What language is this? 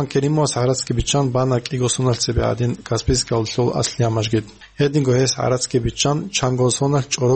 Avaric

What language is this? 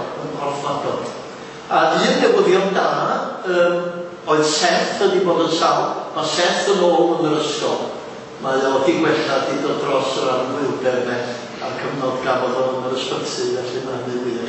Welsh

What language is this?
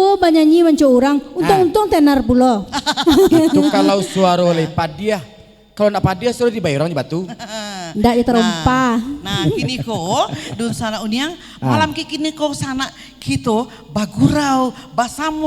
Minangkabau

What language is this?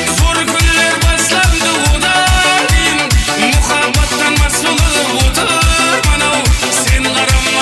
Kara-Kalpak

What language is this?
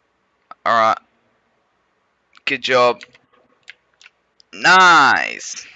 English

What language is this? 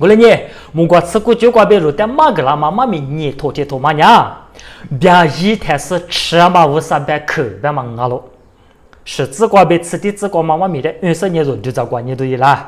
Lisu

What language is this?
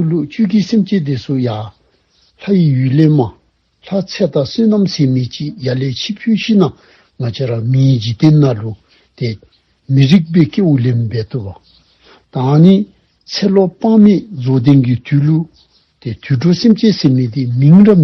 Dzongkha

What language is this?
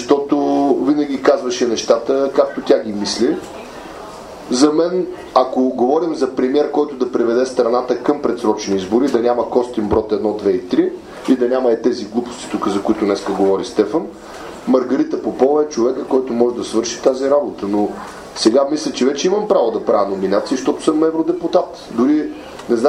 Bulgarian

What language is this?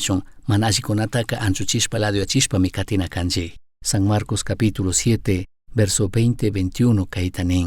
Chimborazo Highland Quichua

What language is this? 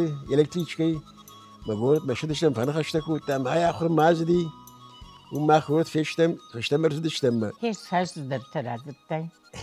Ossetic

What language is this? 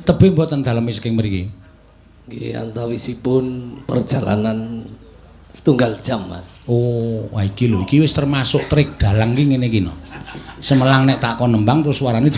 Javanese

